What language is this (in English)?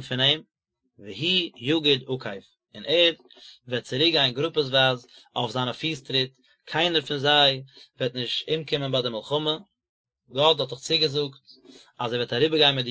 Yiddish